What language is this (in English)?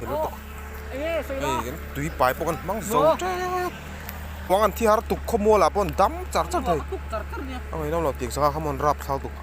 Mizo